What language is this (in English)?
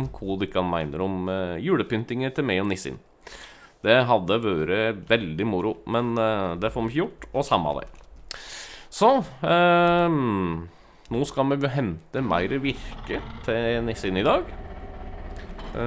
Norwegian